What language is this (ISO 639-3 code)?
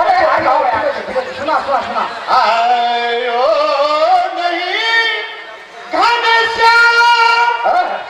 hne